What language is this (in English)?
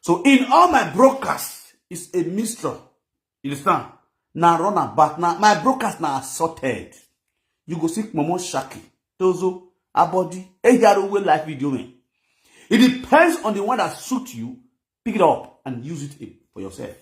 Nigerian Pidgin